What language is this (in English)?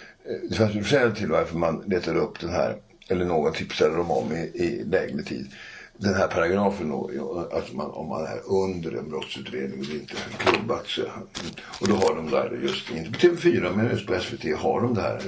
Swedish